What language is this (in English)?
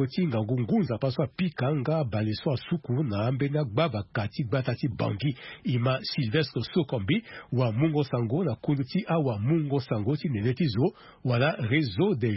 Sango